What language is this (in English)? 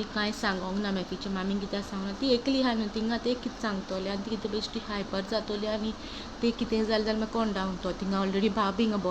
Konkani